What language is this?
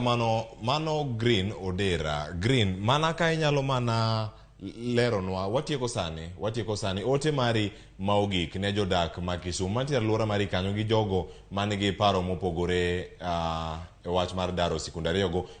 Luo (Kenya and Tanzania)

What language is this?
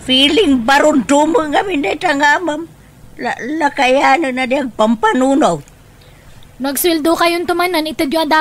Iloko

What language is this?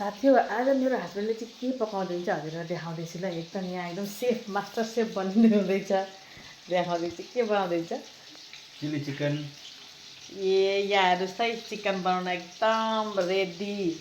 Nepali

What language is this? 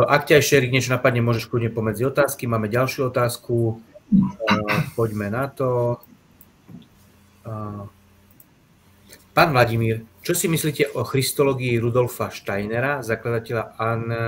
Slovak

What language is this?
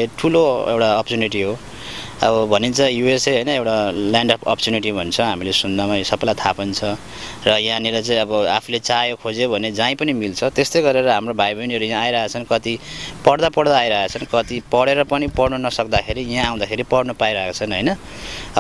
Nepali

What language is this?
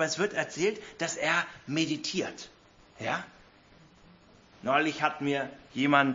German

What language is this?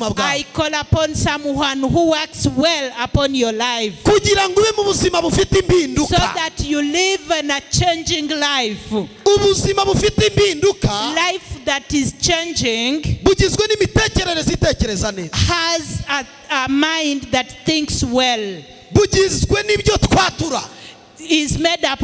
Kinyarwanda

